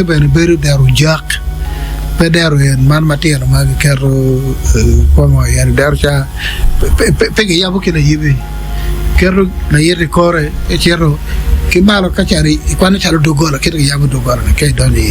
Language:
Acoli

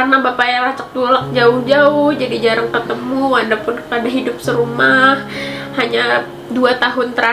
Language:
Banjar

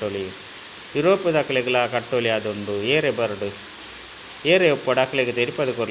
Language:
Tulu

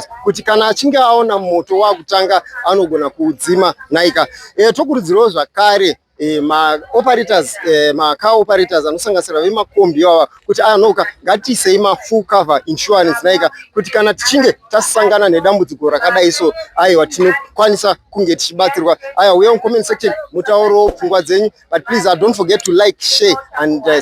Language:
Shona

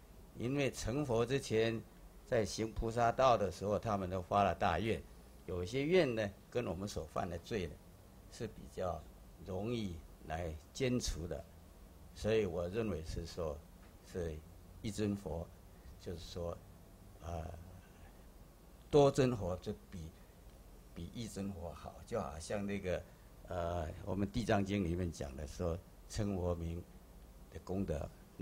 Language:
Chinese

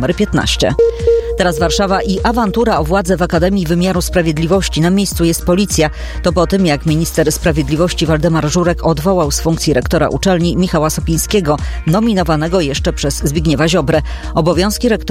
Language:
Polish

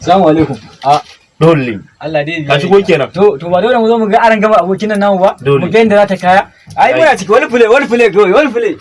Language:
Hausa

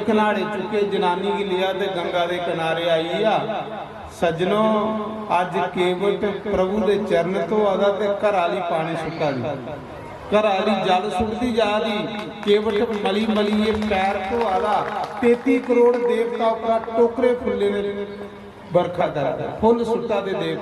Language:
Dogri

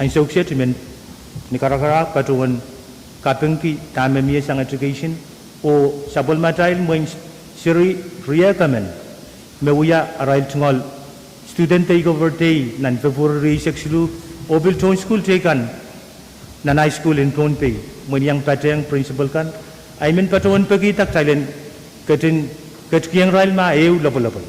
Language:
Pohnpeian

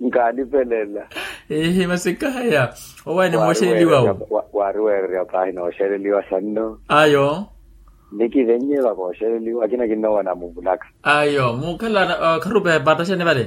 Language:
Makhuwa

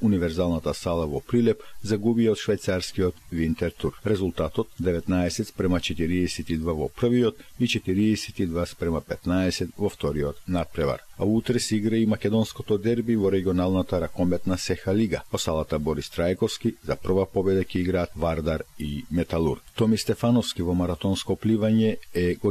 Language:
Macedonian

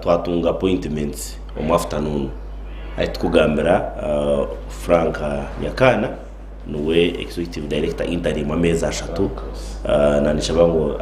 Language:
Nyankole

